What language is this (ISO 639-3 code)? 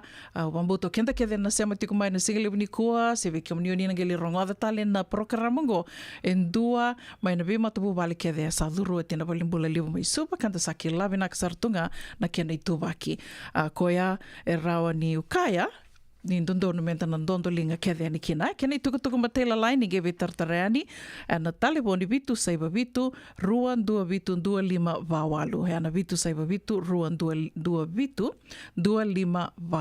fij